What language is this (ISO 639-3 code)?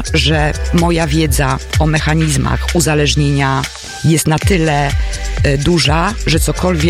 pol